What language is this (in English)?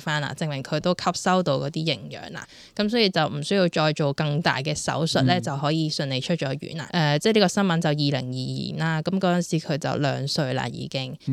Cantonese